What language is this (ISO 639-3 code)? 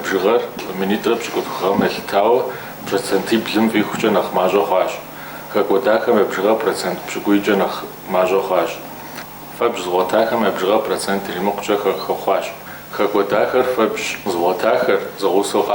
kbd